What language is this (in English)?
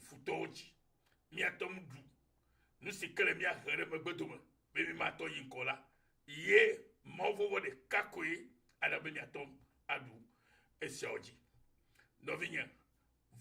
Ewe